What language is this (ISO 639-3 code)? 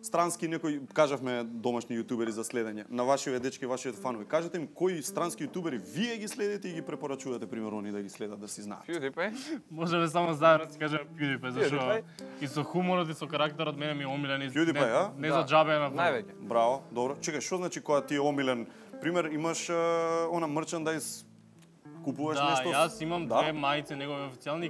mkd